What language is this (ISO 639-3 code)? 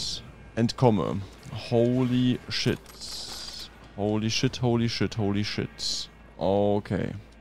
deu